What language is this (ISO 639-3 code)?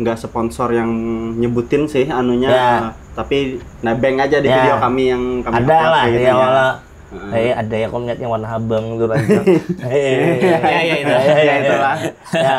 bjn